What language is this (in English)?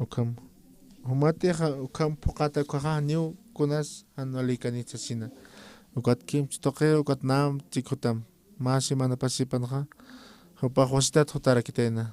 Aymara